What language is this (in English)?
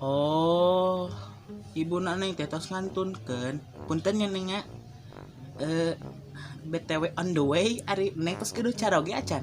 Sundanese